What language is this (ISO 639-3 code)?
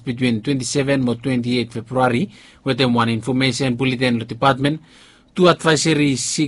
bis